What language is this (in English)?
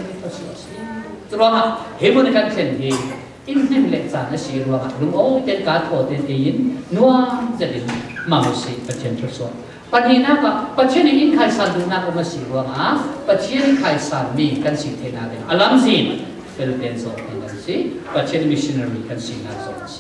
Falam Chin